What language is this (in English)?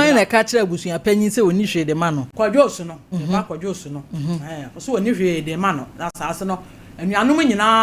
Akan